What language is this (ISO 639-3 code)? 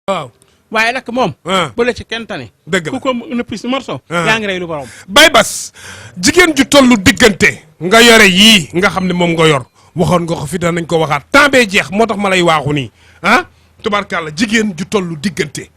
wol